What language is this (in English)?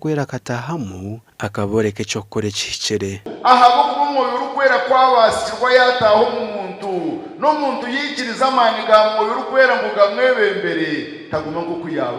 Nyankole